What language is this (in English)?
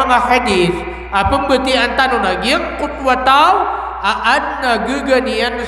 Maranao